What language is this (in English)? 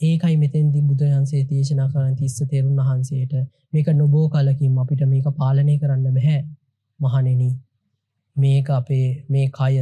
Sinhala